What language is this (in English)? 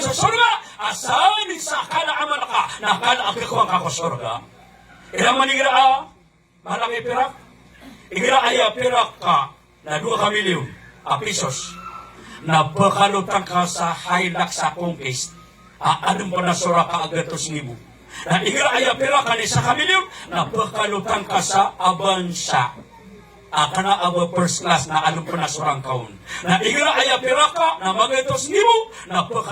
Maranao